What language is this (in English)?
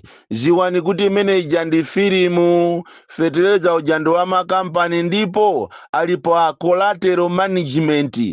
Nyanja